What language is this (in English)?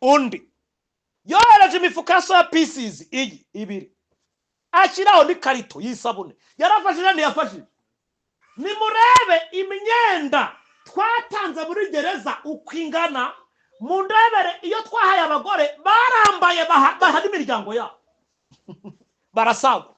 Kinyarwanda